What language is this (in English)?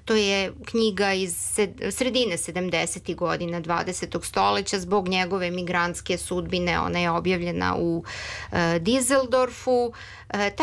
Serbian